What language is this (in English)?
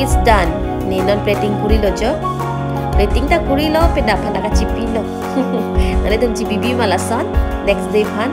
Karbi